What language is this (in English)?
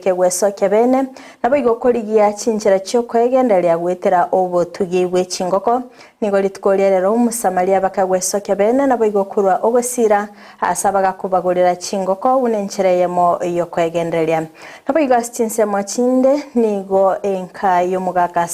Gusii